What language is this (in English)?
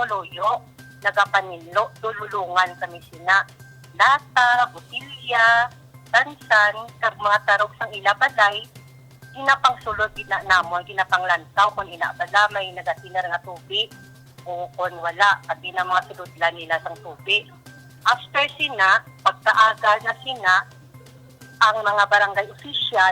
Hiligaynon